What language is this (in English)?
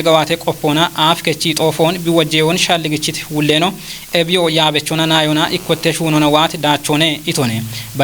Kafa